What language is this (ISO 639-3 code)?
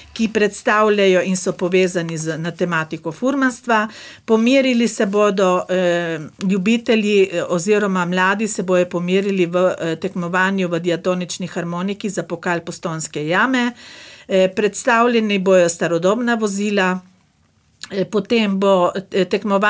slv